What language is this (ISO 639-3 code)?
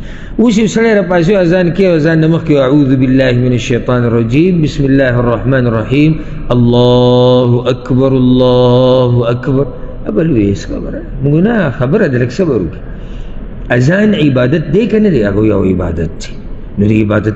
pus